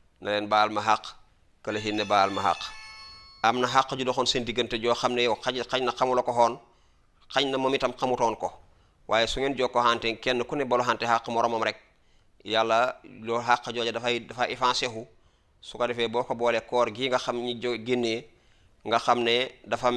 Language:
Wolof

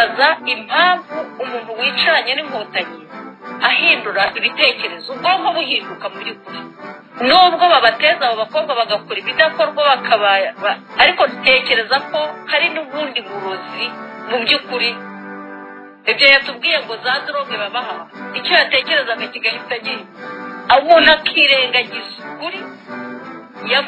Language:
Kinyarwanda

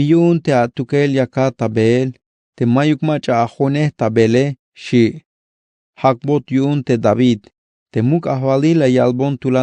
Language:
Tzeltal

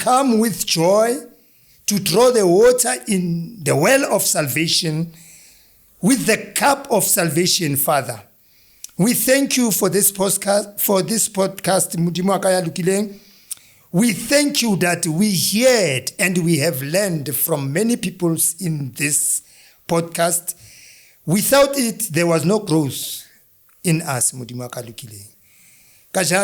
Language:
Zulu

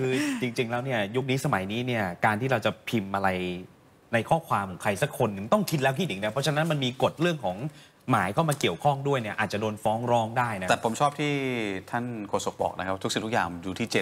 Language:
Thai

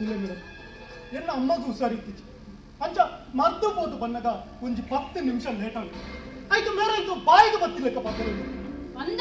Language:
Tulu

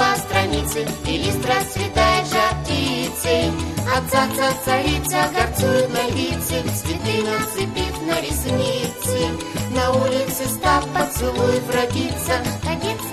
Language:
Russian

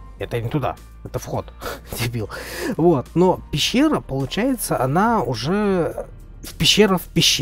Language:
Russian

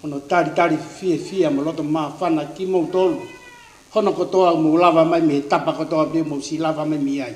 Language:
Tongan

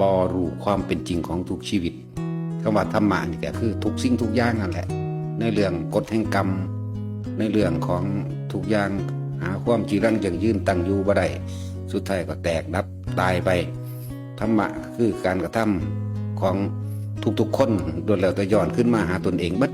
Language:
Northeastern Thai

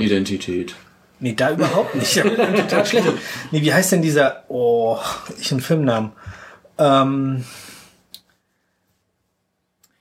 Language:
German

